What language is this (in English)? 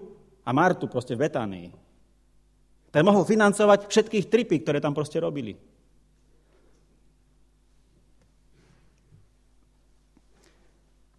Slovak